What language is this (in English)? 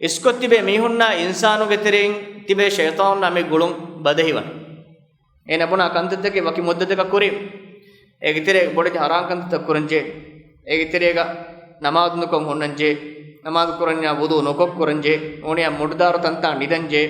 Divehi